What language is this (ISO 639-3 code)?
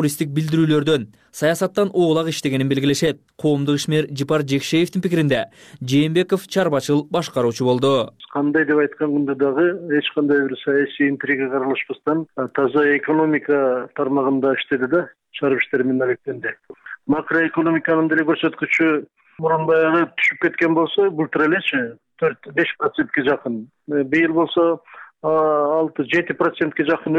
kir